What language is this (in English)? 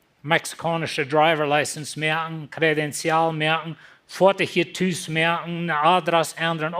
Plautdietsch